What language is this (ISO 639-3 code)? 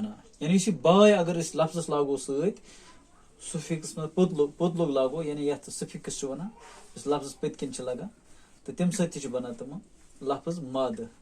kas